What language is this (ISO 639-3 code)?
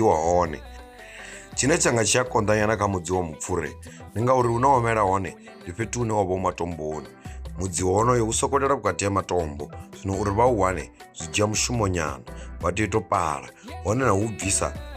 ven